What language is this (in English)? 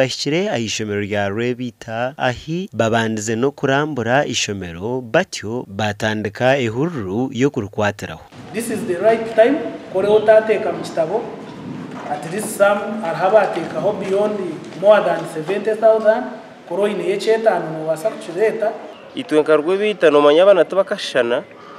Nyankole